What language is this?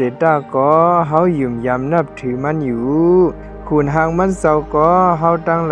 Shan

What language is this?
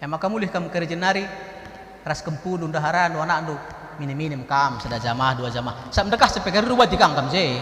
Batak Karo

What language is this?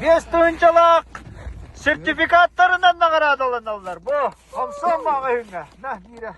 Yakut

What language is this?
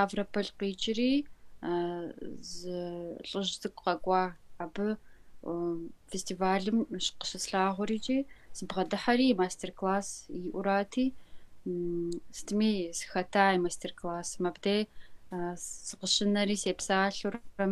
Kabardian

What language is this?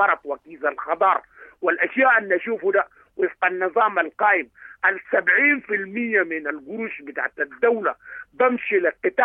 Sudanese Arabic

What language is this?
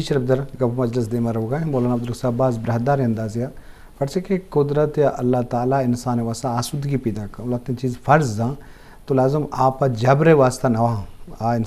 Eastern Balochi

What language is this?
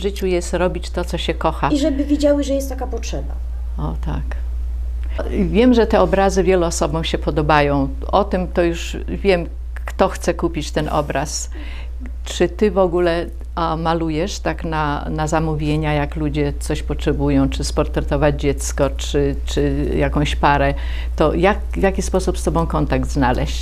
Polish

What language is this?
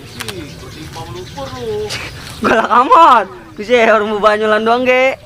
Betawi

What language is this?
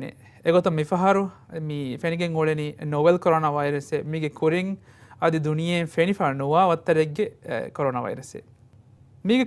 Divehi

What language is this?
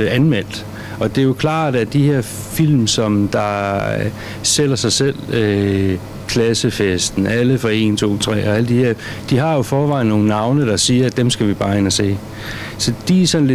Danish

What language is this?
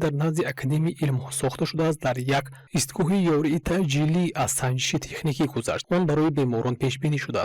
Tajik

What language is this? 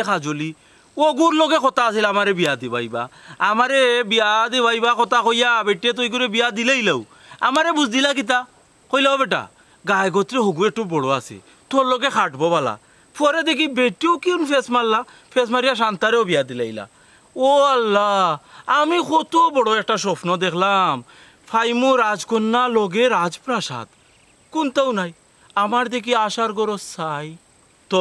Sylheti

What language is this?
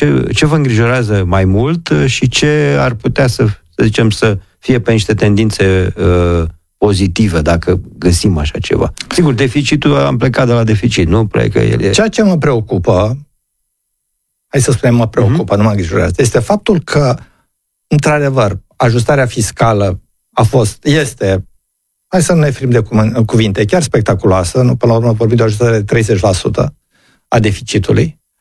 Romanian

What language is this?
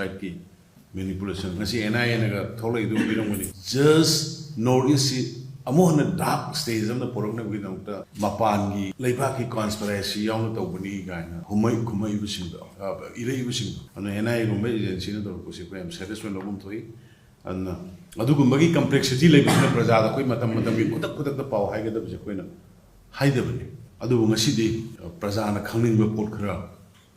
Manipuri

